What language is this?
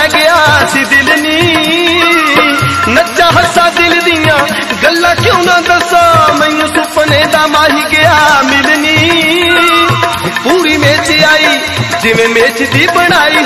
Punjabi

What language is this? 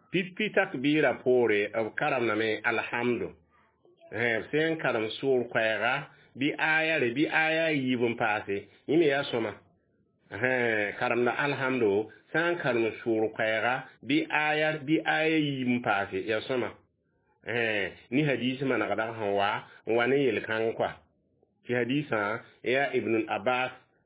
Mossi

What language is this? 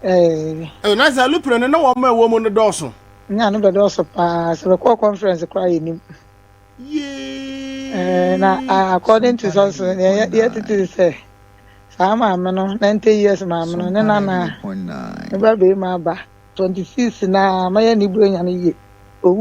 Akan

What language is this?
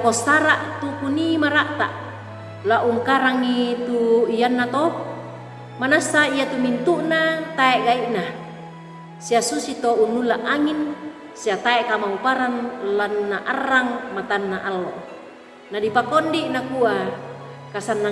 Toraja-Sa'dan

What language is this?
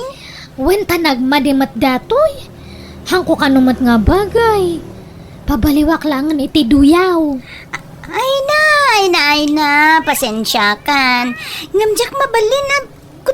Iloko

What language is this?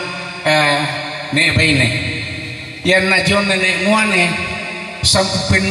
Toraja-Sa'dan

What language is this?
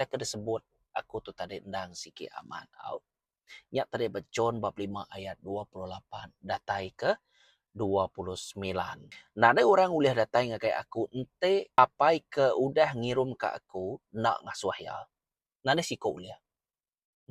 Iban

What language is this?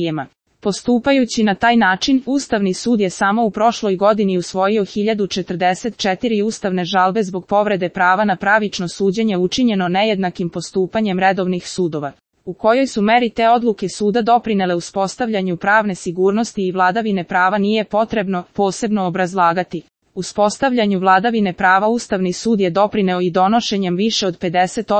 Serbian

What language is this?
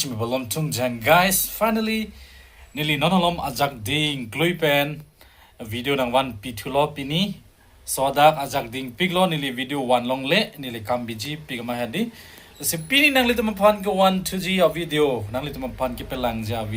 Karbi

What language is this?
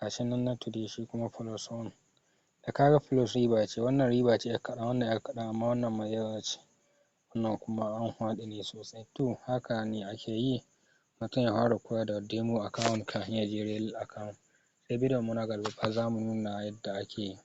Hausa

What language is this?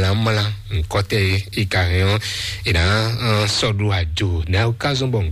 Fon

